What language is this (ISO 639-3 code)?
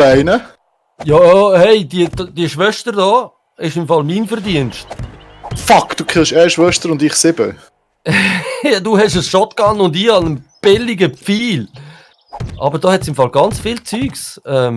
gsw